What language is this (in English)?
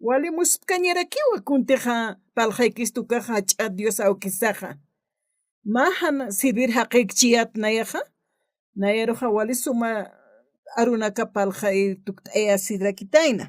Aymara